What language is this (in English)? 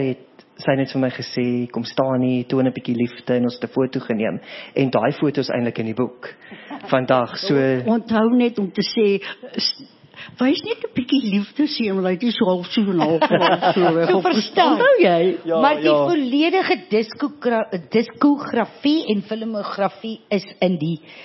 Afrikaans